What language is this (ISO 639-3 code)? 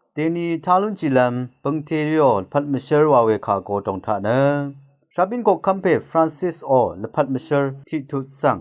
raw